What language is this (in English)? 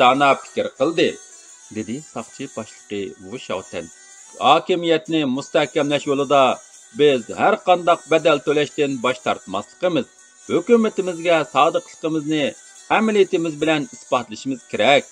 Uyghur